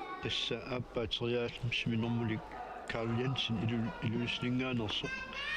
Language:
Kalaallisut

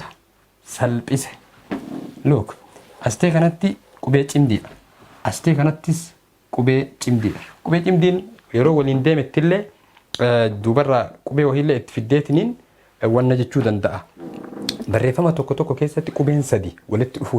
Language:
Oromo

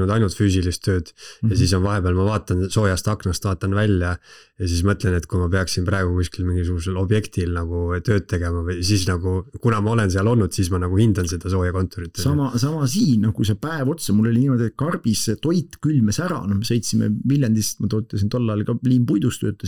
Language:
Estonian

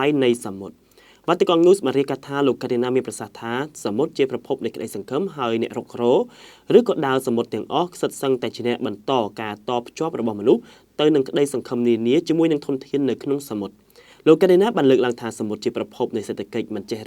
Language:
Khmer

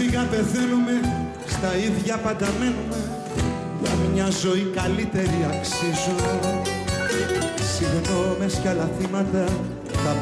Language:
Greek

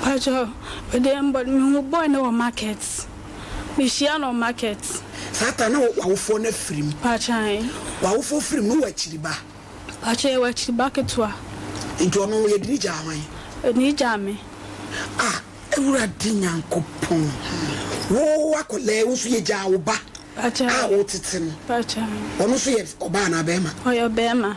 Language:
Akan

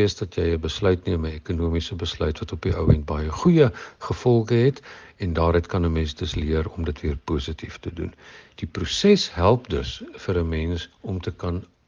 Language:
Afrikaans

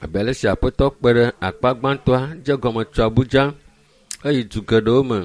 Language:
Ewe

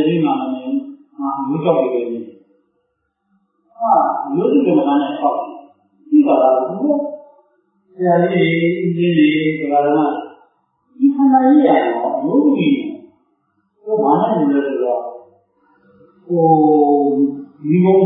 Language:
Burmese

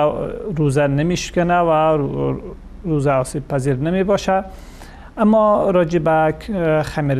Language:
Persian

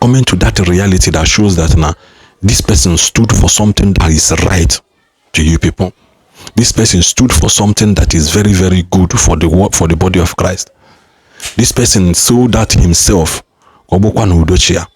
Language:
Igbo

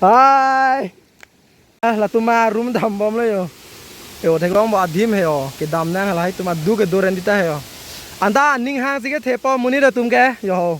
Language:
Karbi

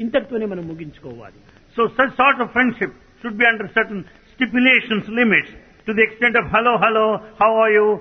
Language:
Telugu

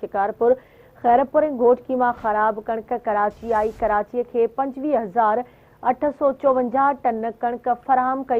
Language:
Sindhi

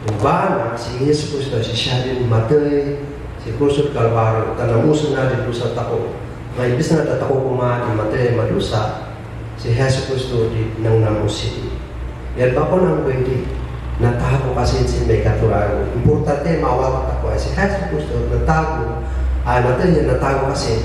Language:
Kankanaey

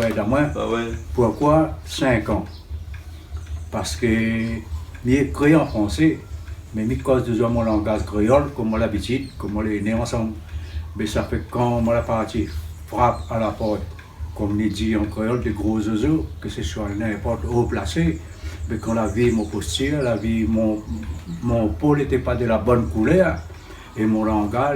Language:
Réunion Creole French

